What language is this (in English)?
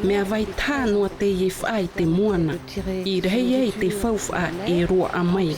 Tahitian